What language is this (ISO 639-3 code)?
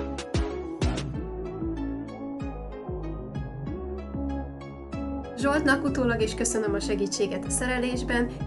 hun